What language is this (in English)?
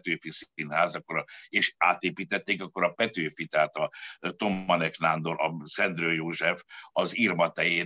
Hungarian